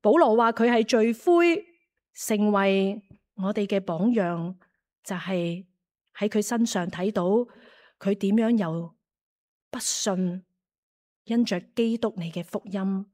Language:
Cantonese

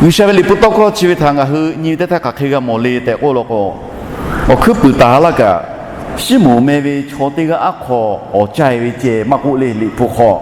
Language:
Lahu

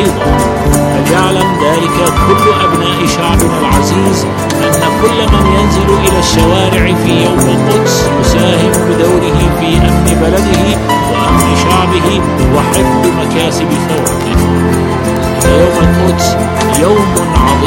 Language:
Arabic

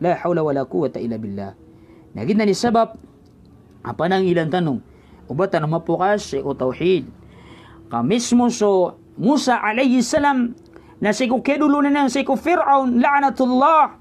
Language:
Maranao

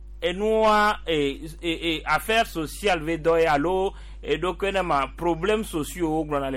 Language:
Gen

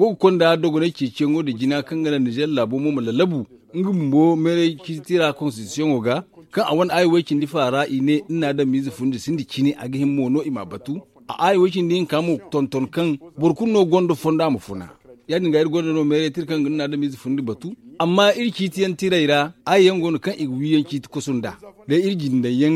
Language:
Zarma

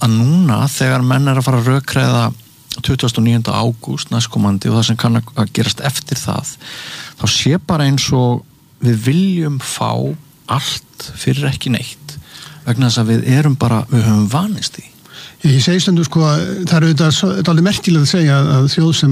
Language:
Icelandic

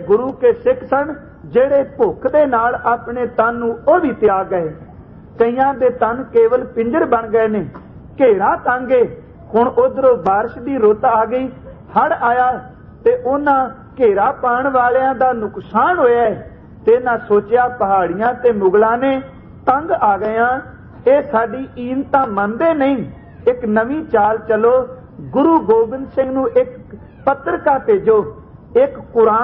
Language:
Punjabi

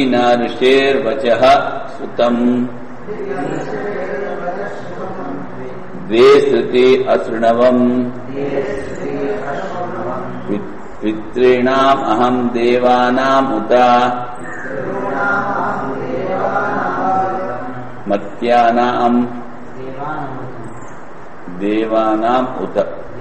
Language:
Telugu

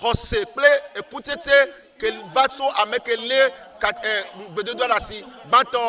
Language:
Ewe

